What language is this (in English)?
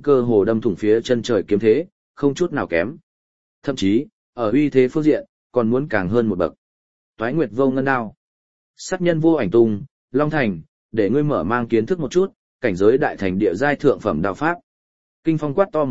Vietnamese